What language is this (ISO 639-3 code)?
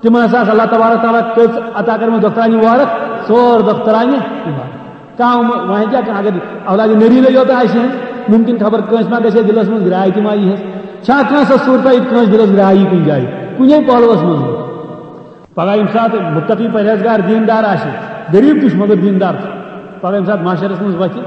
kas